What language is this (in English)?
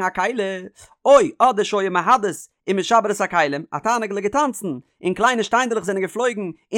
Yiddish